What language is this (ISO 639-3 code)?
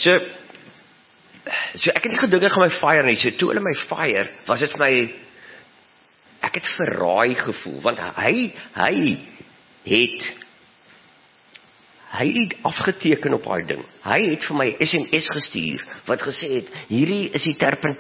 afr